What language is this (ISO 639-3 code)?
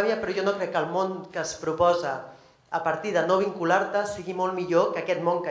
cat